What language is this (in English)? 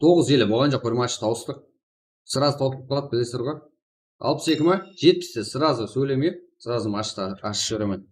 Kara-Kalpak